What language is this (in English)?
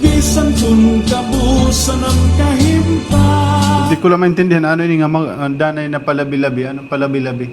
Waray